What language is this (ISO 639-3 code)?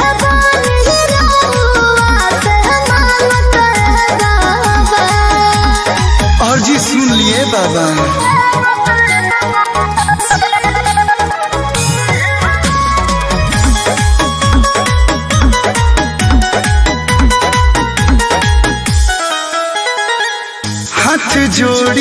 bho